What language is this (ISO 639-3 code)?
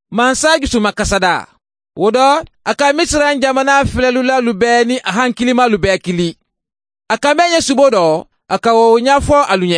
bam